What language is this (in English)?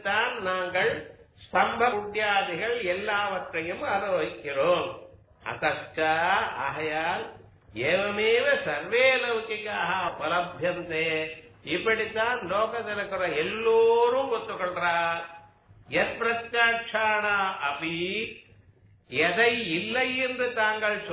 Tamil